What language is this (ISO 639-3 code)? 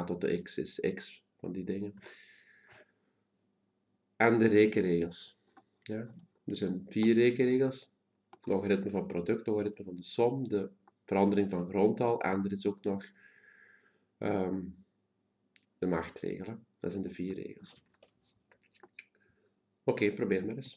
nld